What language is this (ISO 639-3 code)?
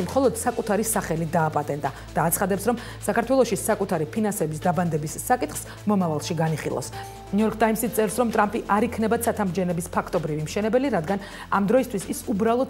kat